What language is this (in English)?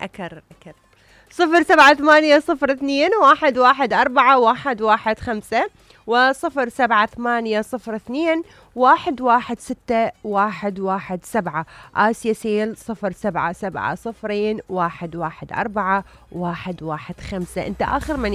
Mesopotamian Arabic